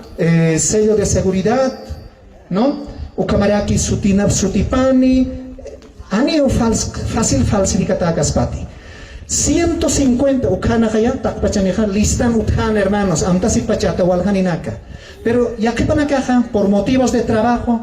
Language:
Aymara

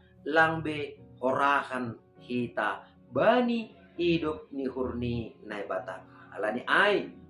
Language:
Batak Simalungun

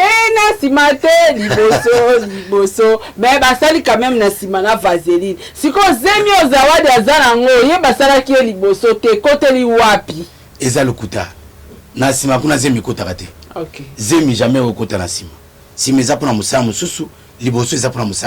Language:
Lingala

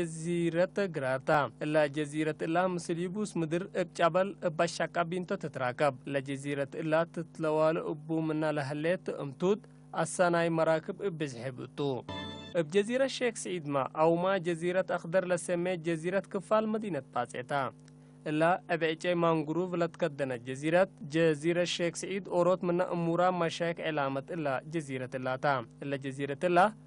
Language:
Tigre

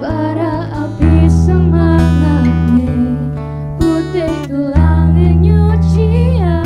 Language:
Balinese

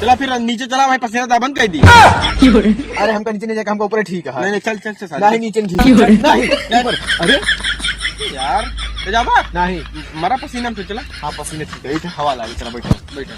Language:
Awadhi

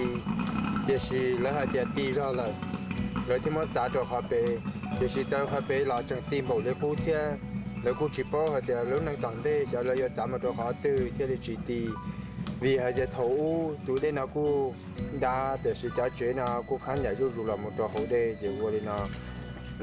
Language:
Hmong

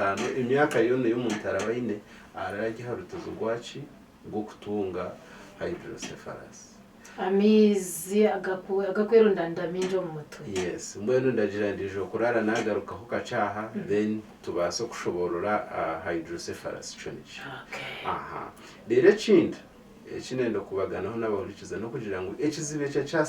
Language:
Nyankole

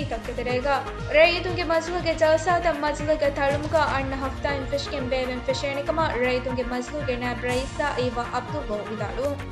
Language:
Divehi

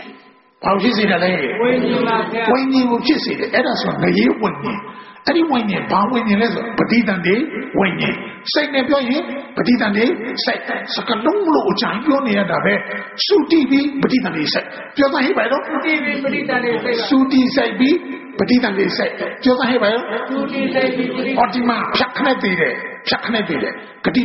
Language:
Burmese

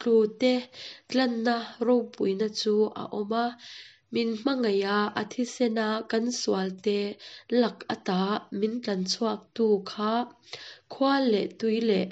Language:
Hakha Chin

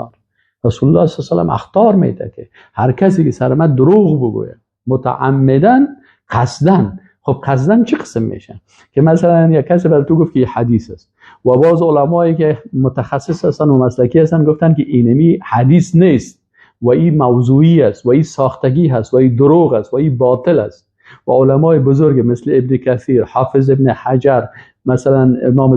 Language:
Persian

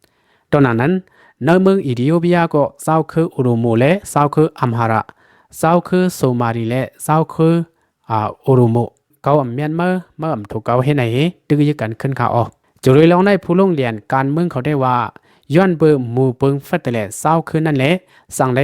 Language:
Shan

